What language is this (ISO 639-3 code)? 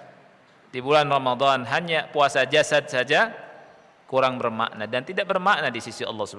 ind